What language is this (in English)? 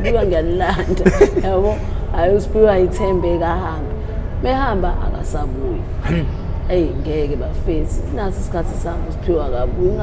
Zulu